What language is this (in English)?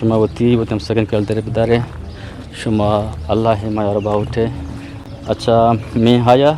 Eastern Balochi